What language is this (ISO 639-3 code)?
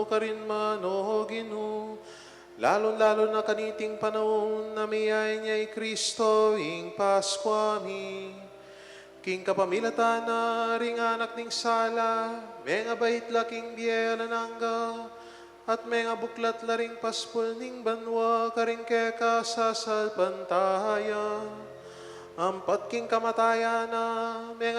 pam